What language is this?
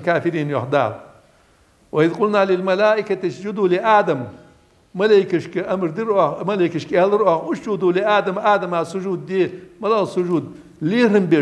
Ingush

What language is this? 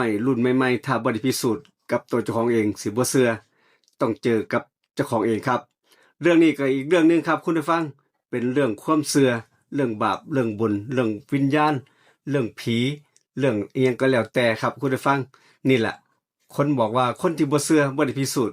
Northeastern Thai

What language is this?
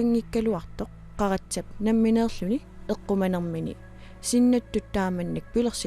Kalaallisut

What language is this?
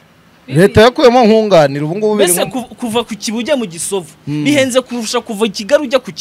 Kinyarwanda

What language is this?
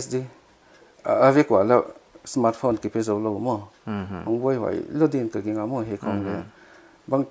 Paite Chin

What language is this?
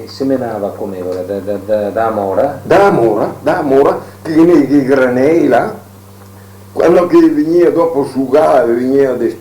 Venetian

